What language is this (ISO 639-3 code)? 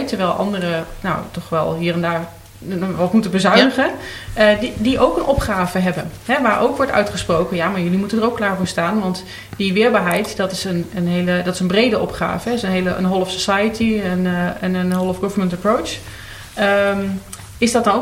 nld